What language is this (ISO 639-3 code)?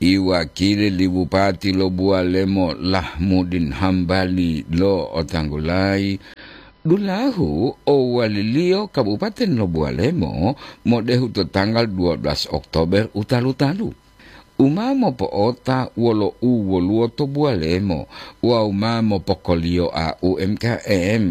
gor